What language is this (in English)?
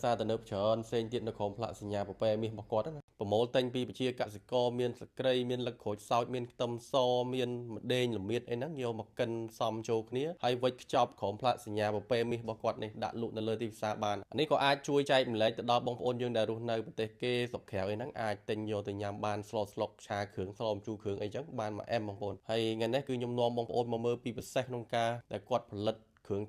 Khmer